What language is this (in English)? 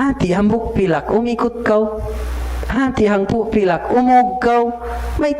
Tausug